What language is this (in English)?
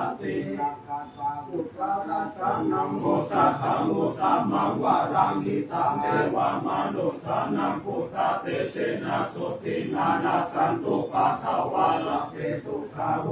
Pali